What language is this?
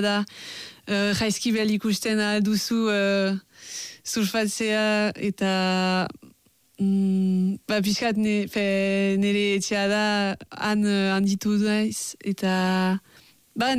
Basque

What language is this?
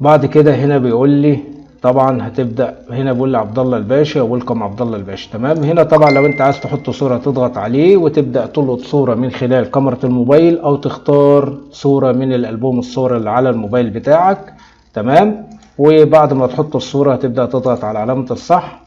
Egyptian Arabic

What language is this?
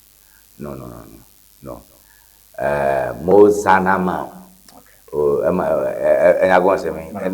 Ewe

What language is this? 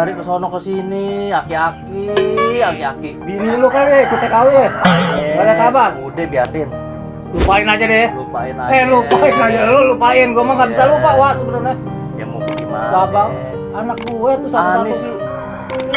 Betawi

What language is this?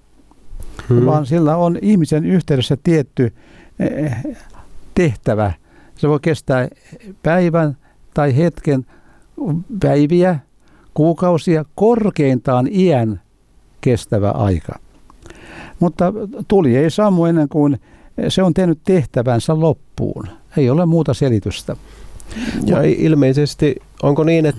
Finnish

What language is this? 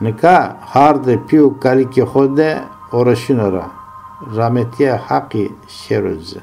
Zaza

